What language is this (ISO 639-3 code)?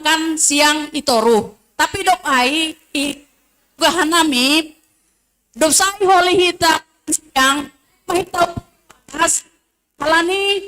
bts